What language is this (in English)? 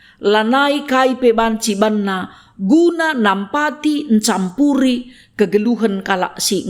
Batak Karo